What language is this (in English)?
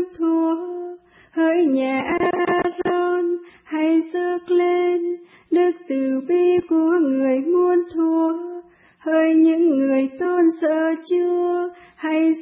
Vietnamese